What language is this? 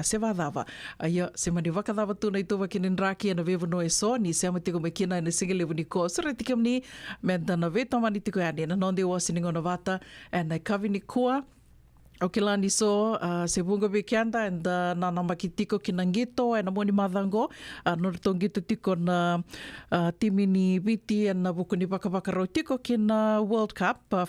Fijian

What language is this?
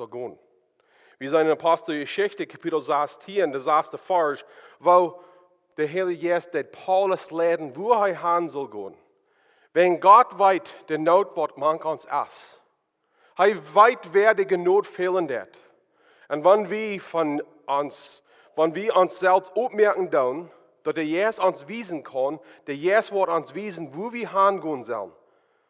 Plautdietsch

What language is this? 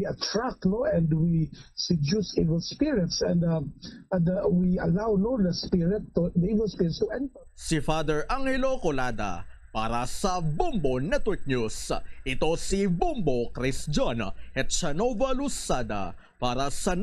Hiligaynon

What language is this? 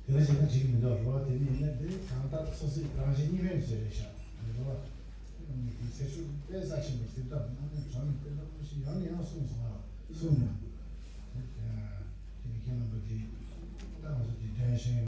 Tibetan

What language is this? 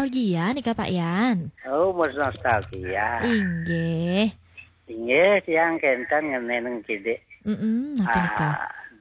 Balinese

